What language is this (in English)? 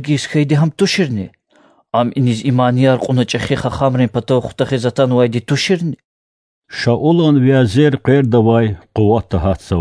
Lezghian